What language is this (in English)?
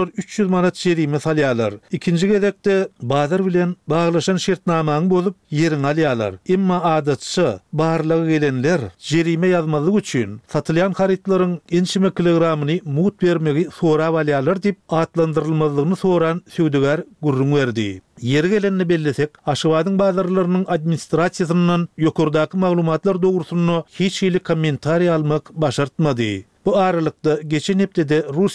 Turkmen